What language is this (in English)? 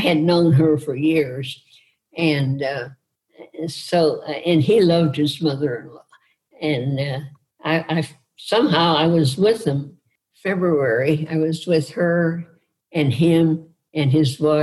English